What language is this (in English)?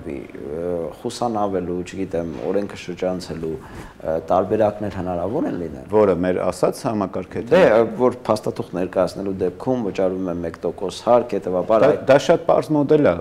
Armenian